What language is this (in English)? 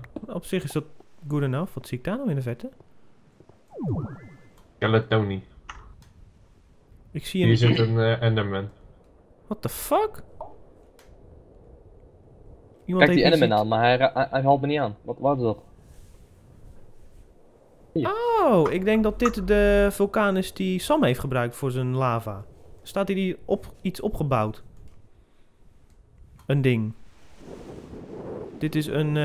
Dutch